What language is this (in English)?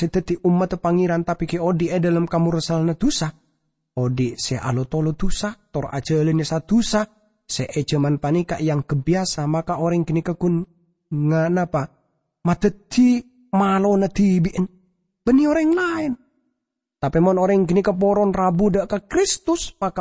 Madurese